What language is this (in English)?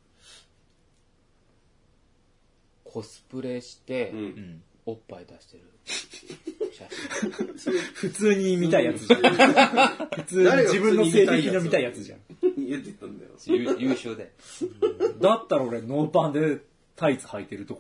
Japanese